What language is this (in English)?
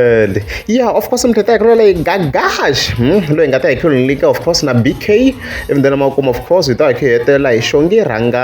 Tsonga